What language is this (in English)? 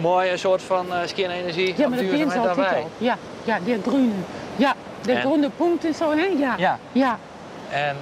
Western Frisian